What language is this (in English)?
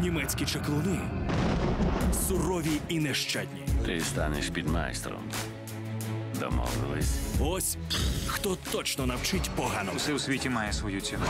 Ukrainian